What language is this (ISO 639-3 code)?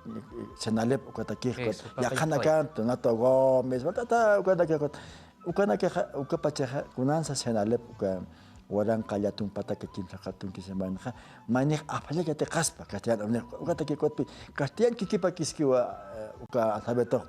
aym